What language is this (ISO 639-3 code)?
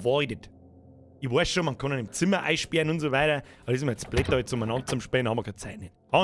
bar